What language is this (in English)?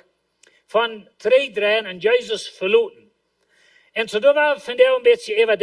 Plautdietsch